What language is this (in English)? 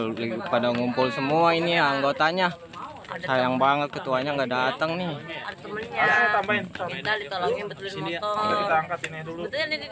Betawi